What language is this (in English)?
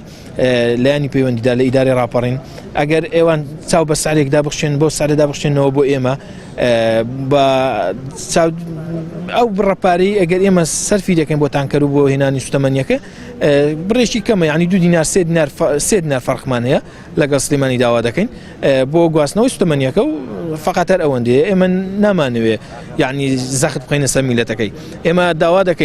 Central Kurdish